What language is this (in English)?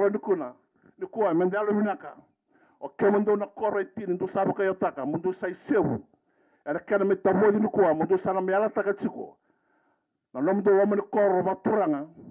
Fijian